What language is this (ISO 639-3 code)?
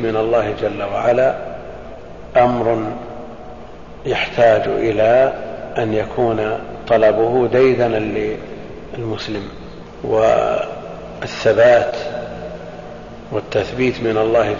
ara